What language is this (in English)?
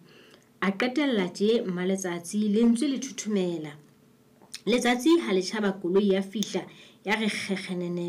Southern Sotho